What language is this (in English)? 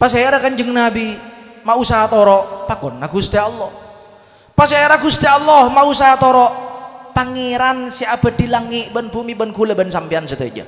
Madurese